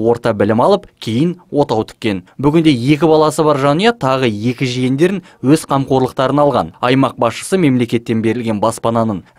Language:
Kazakh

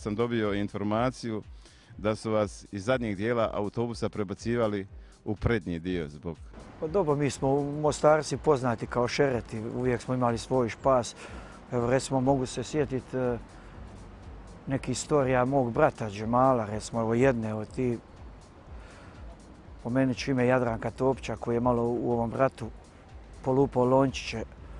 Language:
Bosnian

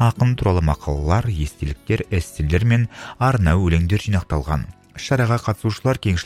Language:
Kazakh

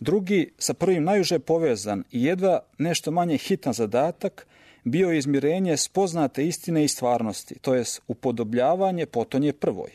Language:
Serbian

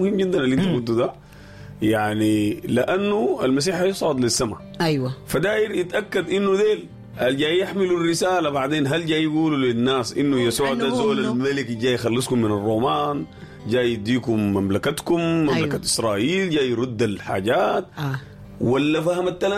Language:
Sudanese Arabic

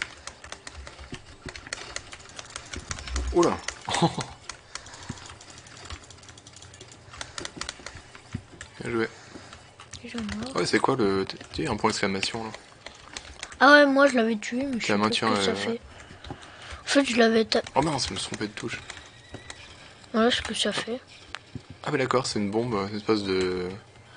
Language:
French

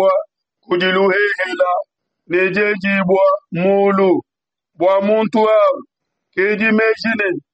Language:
Luba-Lulua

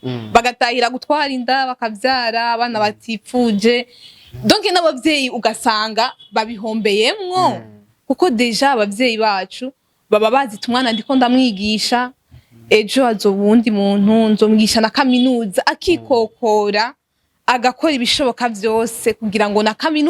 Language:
Rundi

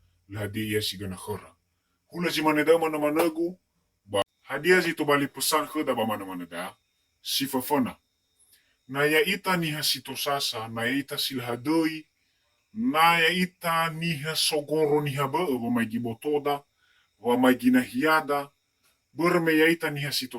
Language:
Nias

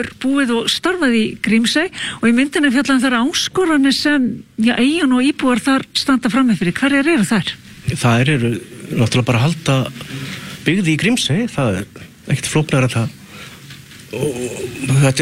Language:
Icelandic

